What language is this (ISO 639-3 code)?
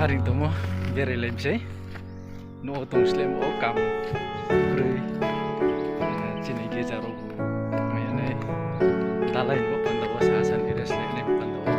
ria